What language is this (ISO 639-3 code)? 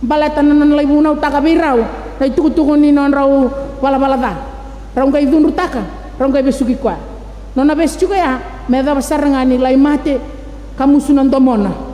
fij